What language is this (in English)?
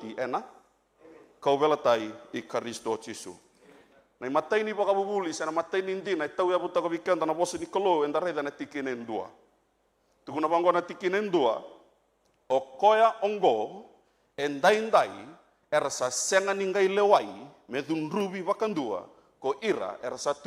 Fijian